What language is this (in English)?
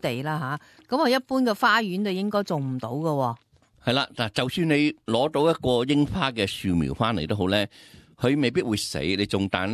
Cantonese